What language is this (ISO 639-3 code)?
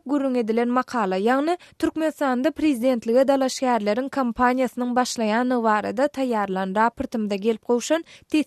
tuk